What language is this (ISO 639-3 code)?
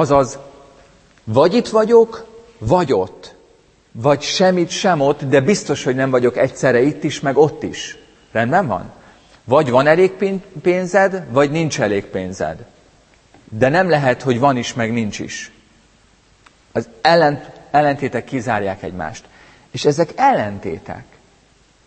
hun